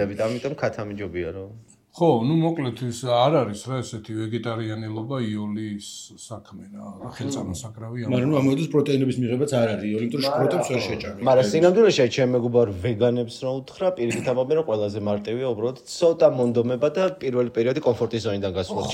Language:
Georgian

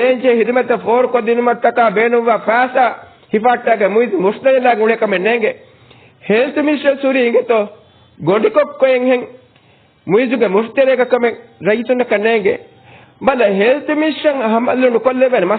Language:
Divehi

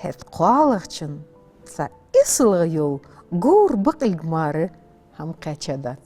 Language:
Ingush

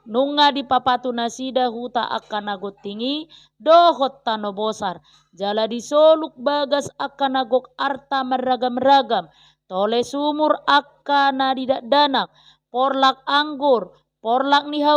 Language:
Batak Toba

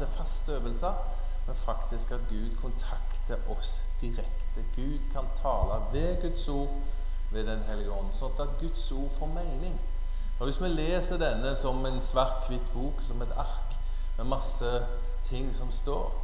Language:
Norwegian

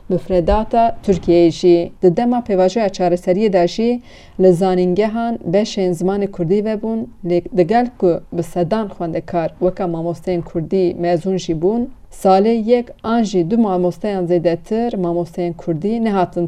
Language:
Kurdish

